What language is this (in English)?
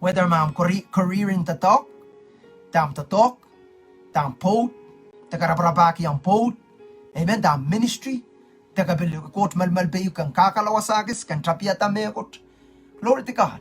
Pohnpeian